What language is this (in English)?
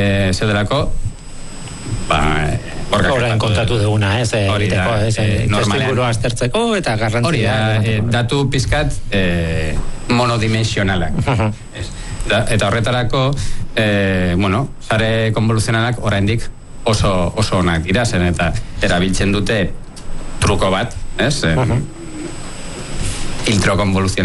Basque